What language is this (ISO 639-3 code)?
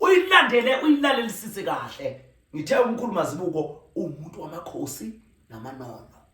zul